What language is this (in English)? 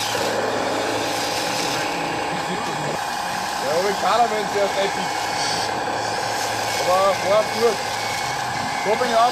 Danish